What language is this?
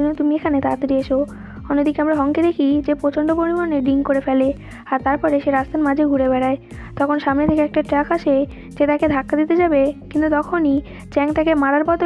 Bangla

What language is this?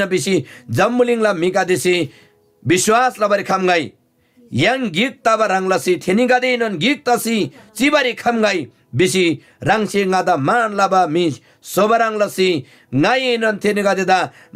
Eastern Tamang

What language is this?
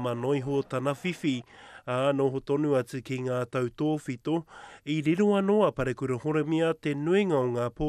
Māori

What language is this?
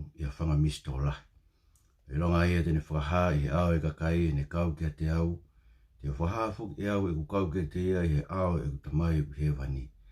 Tongan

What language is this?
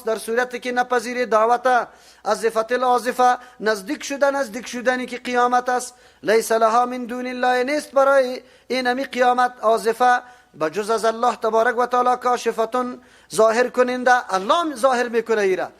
Persian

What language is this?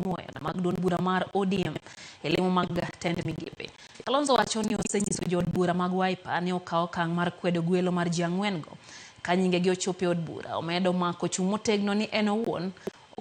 Luo (Kenya and Tanzania)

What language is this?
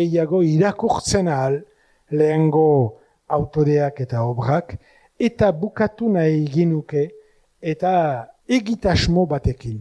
Basque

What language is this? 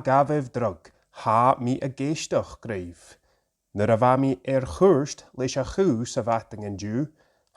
Scottish Gaelic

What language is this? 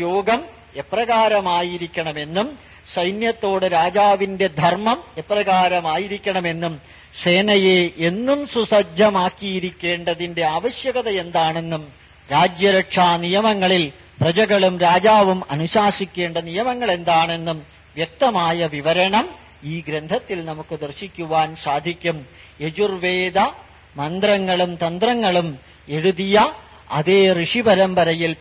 Malayalam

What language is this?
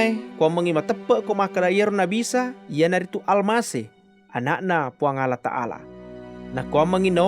Buginese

